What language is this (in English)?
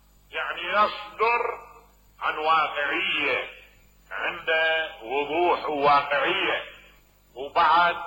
Mesopotamian Arabic